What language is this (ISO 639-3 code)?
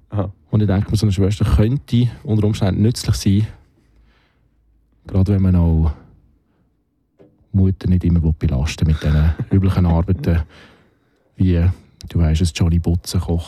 deu